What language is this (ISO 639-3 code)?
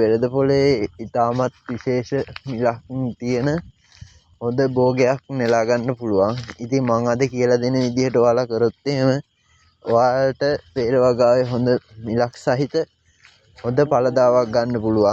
sin